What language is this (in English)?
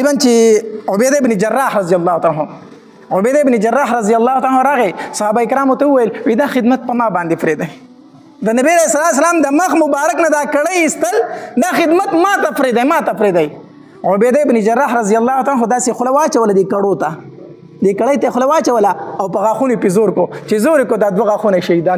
Pashto